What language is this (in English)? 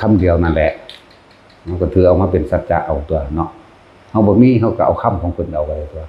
Northeastern Thai